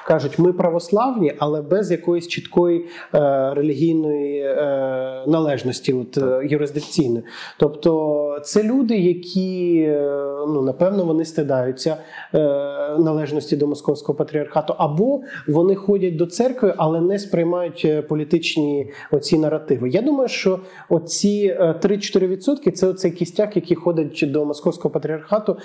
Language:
Ukrainian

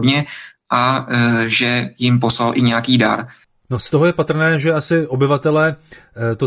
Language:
Czech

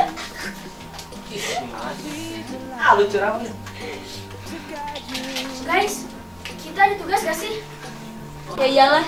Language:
Indonesian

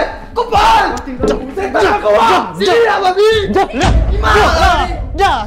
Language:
Malay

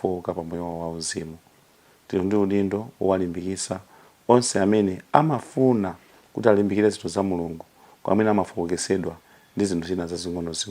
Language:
Nyanja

